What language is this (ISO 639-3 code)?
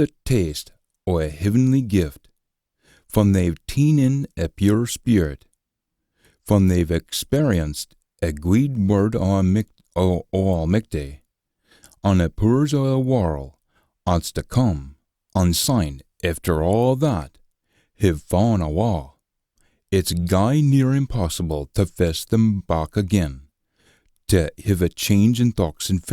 sco